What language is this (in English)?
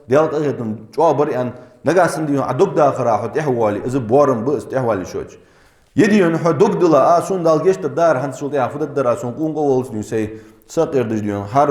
Ingush